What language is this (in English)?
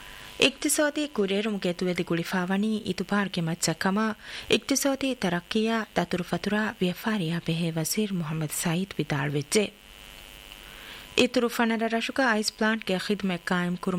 Divehi